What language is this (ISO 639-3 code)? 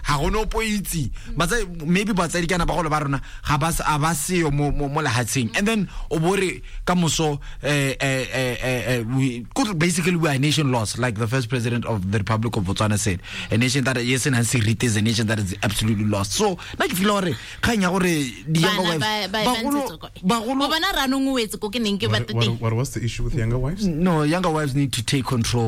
tsn